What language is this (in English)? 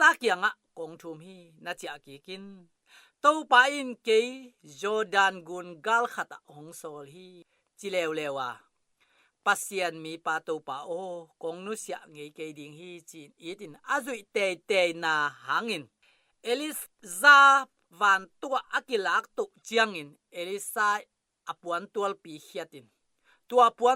Tedim Chin